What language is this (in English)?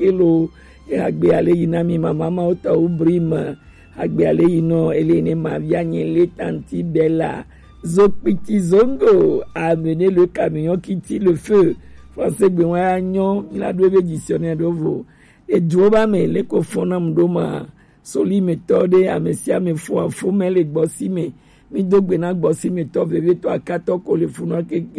Gen